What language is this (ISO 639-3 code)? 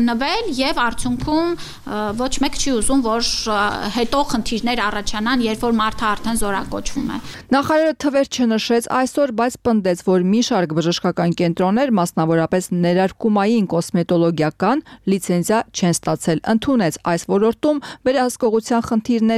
hye